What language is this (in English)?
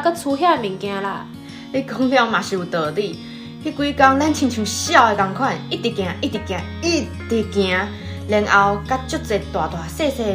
Min Nan Chinese